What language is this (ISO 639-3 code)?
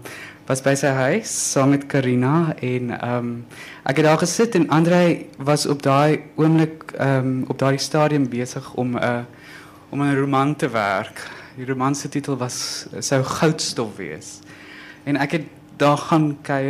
afr